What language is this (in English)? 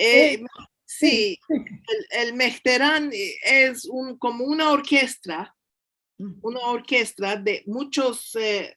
Ladino